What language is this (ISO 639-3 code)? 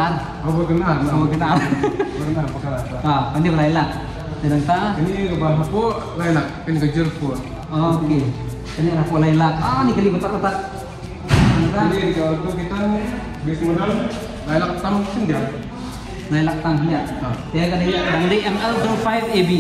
kha